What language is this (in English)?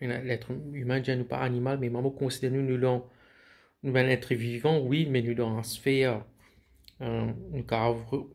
Morisyen